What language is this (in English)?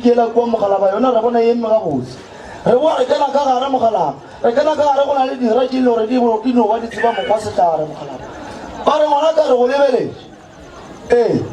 Northern Sotho